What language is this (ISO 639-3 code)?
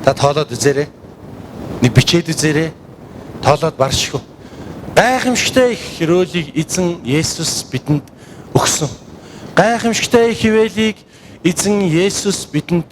mon